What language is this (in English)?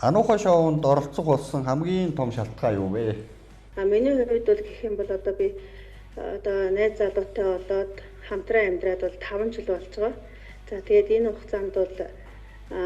Mongolian